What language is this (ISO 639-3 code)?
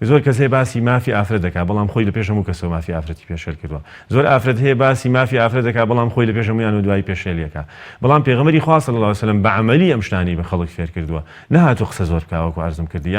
ckb